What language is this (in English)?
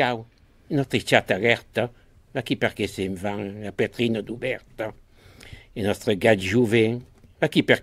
Occitan